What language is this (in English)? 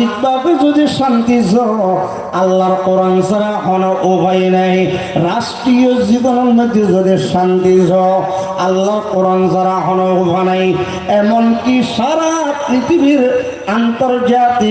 Rohingya